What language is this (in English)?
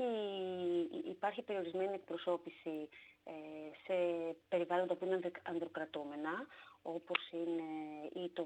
Greek